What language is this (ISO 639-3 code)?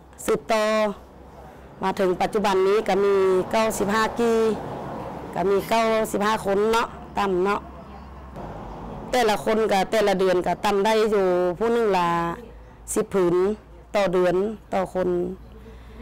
lao